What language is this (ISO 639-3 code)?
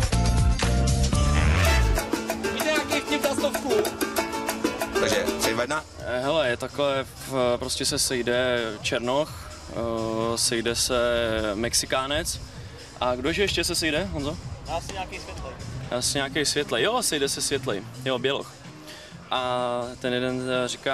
ces